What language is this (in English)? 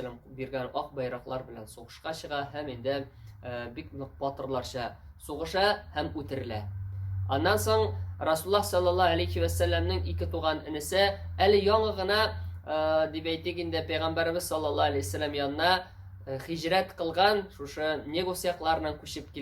Tatar